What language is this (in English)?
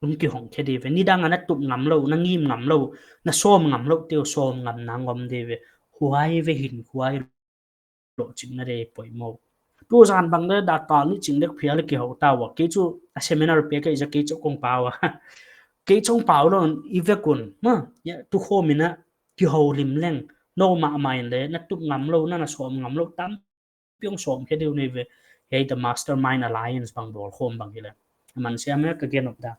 Paite Chin